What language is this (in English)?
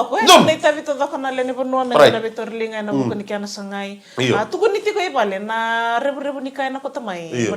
Fijian